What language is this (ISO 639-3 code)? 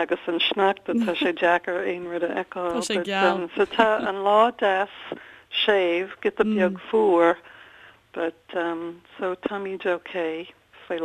gle